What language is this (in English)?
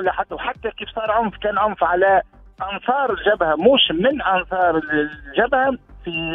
Tunisian Arabic